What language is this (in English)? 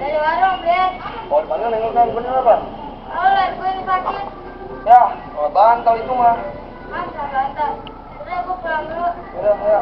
Betawi